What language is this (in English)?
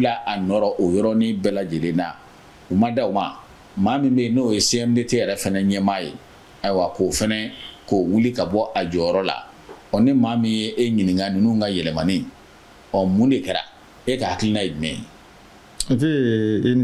Bambara